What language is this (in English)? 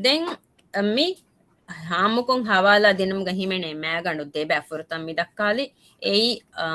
Divehi